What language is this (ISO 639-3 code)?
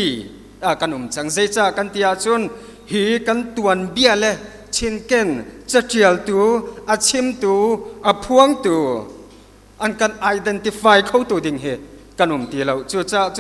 cnh